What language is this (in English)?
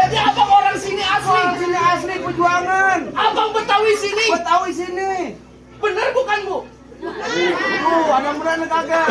Betawi